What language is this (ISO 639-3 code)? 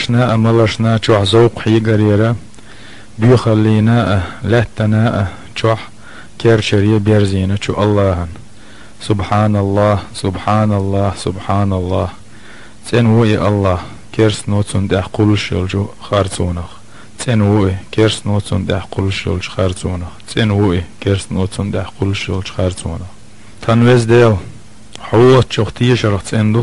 che